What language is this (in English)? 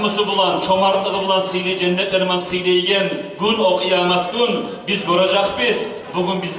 Kumyk